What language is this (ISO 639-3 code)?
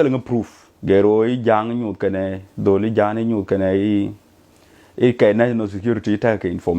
nus